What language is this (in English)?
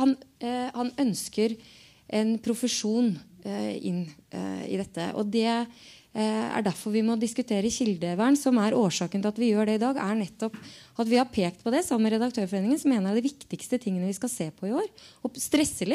Norwegian